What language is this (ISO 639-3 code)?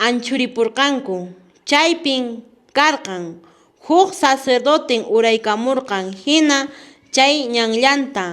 que